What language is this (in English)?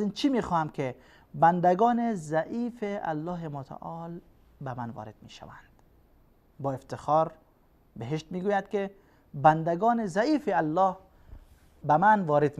Persian